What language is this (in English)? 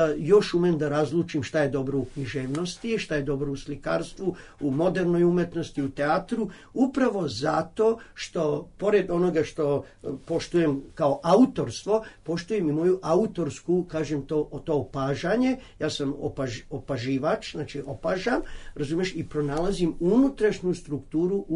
Serbian